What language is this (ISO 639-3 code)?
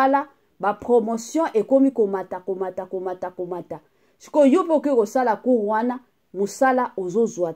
lin